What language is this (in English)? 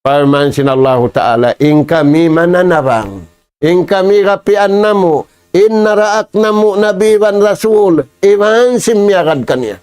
Tausug